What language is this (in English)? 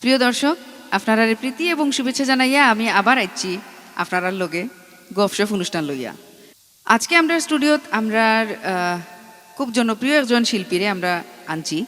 Sylheti